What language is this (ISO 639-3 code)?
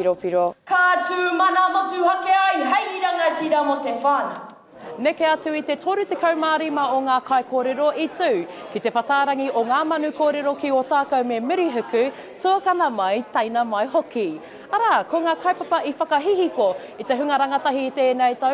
mri